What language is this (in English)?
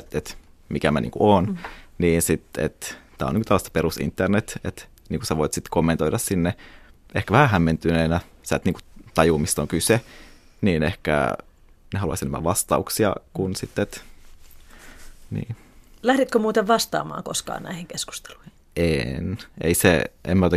Finnish